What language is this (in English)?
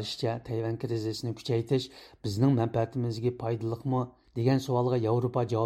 Uyghur